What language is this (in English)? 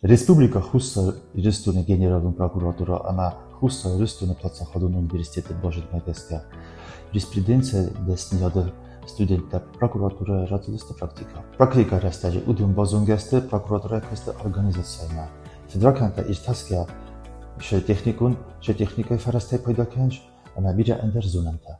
Ossetic